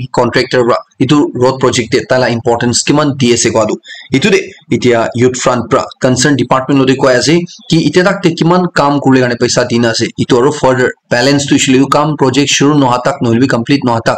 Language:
Naga Pidgin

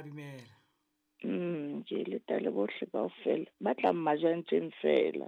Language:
Southern Sotho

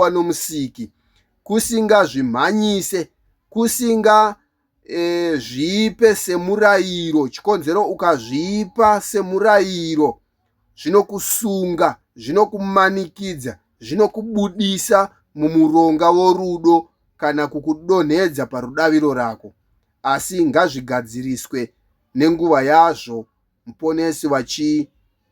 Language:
Shona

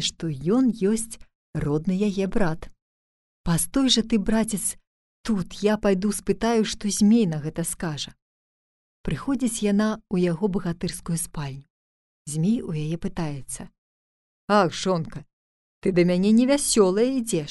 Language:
Belarusian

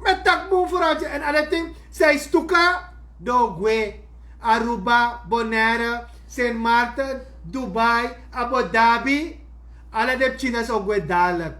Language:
Sranan Tongo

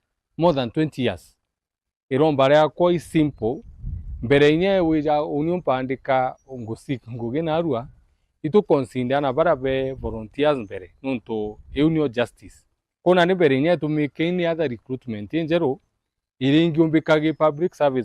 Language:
Meru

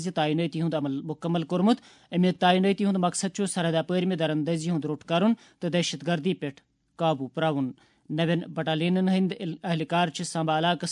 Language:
Kashmiri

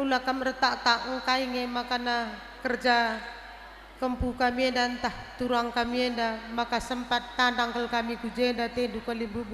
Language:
Batak Karo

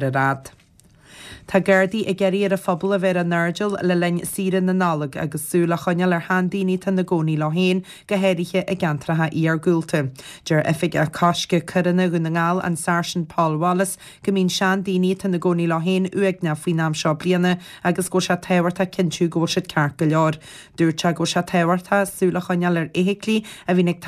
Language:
Irish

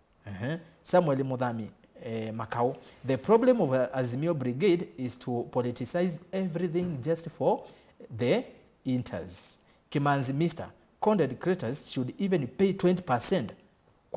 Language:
Kamba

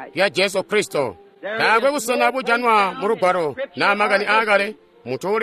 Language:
Tonga (Zambia)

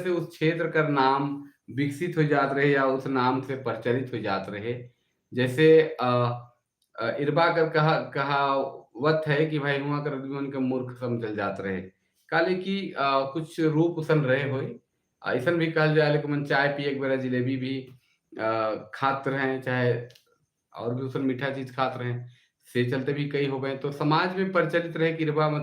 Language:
Sadri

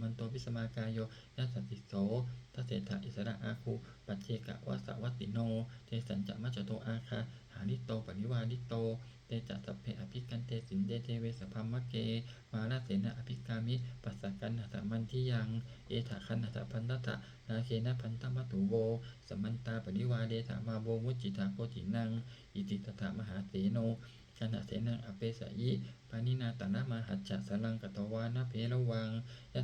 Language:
Pali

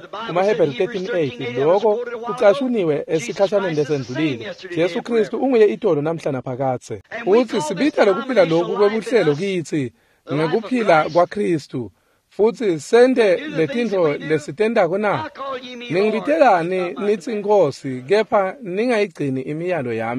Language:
Swati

